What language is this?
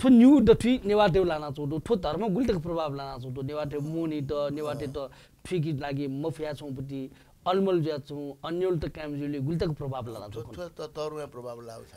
Newari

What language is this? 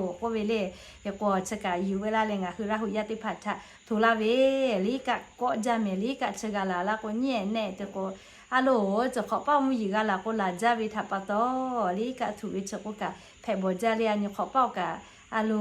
Lahu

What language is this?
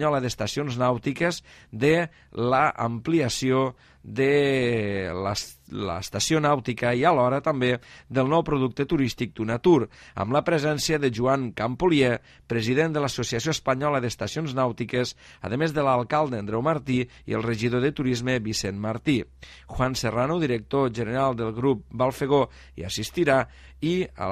Catalan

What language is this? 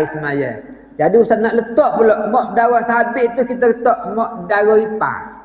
Malay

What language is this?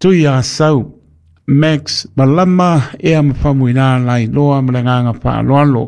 Samoan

